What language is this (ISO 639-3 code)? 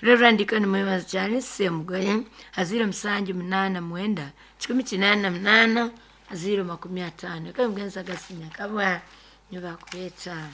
nyo